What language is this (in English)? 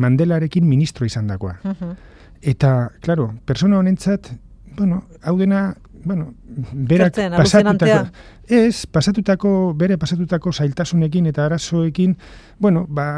Basque